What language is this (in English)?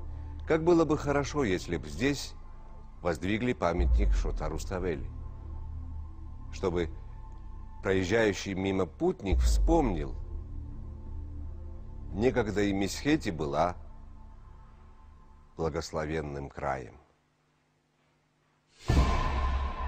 Russian